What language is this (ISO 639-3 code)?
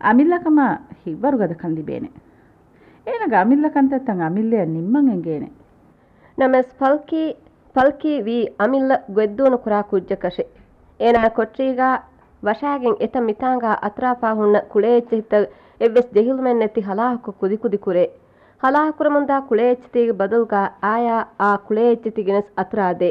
div